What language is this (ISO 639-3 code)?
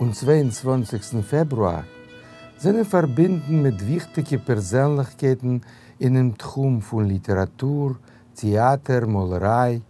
yid